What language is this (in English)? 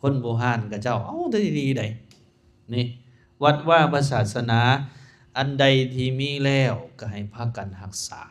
Lao